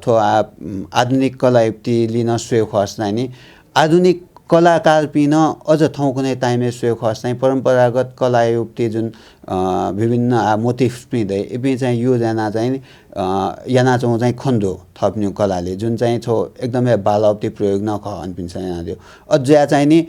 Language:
Newari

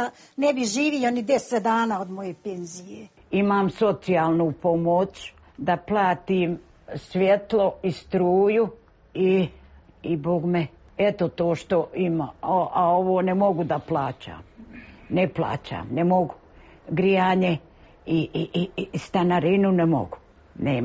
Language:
Serbian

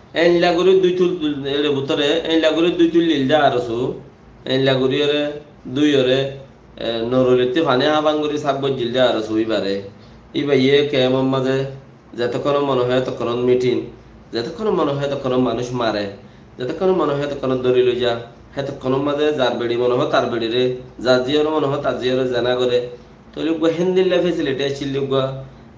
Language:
Rohingya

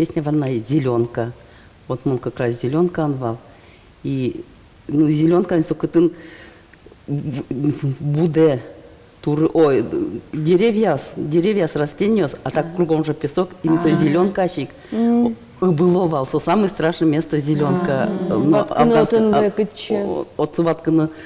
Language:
Udmurt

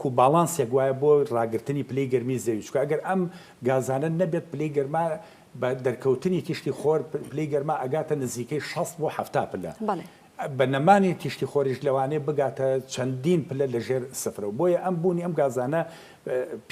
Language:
Central Kurdish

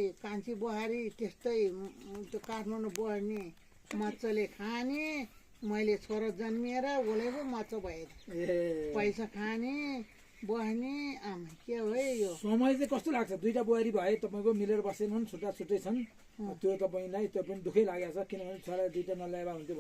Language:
Nepali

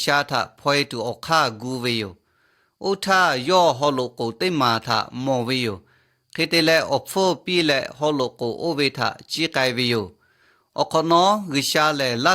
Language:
Lahu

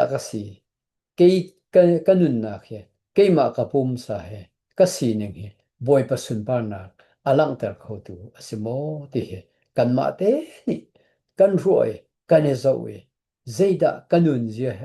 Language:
Hakha Chin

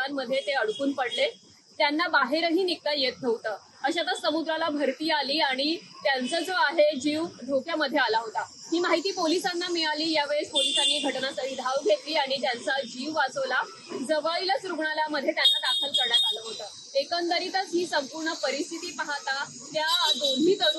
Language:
Marathi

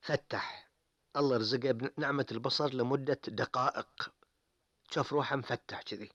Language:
Gulf Arabic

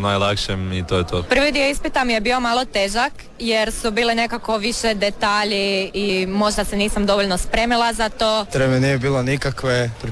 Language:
Croatian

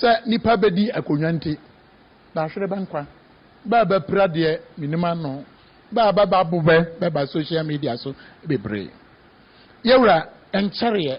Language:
Akan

